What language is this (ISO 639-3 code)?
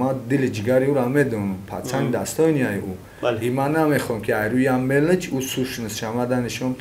tgk